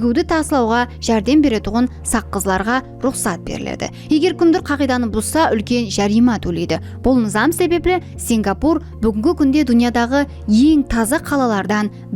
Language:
Kara-Kalpak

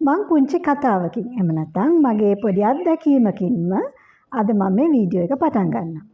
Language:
Sinhala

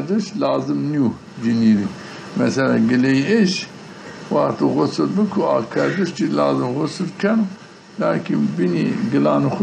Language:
Zaza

